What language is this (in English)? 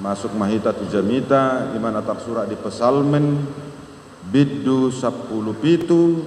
Batak Toba